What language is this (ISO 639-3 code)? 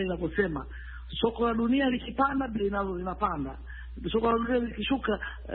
swa